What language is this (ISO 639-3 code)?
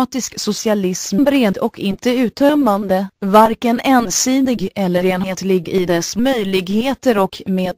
swe